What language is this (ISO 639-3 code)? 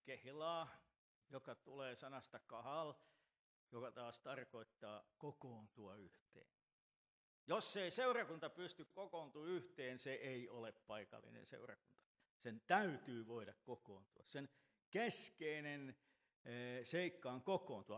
fin